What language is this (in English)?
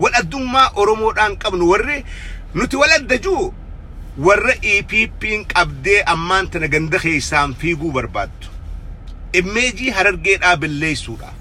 Oromo